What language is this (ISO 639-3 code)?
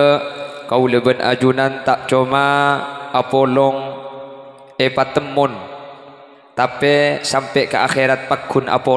mad